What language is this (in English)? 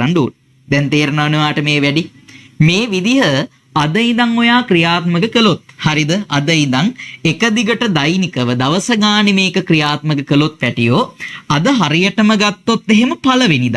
Sinhala